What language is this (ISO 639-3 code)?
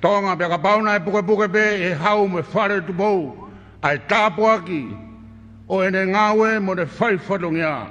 ton